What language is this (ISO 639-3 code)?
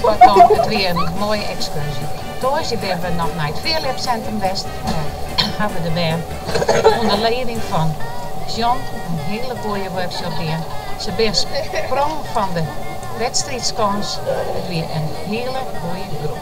fry